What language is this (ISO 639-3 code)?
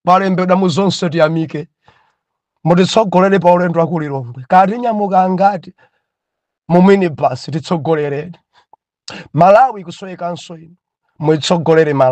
nya